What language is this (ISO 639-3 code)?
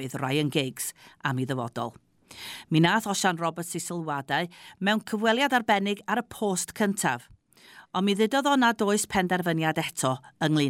cym